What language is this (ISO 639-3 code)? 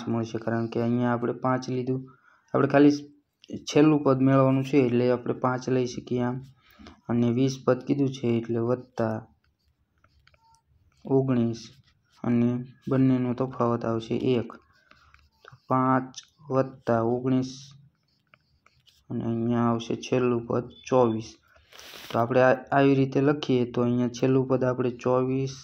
guj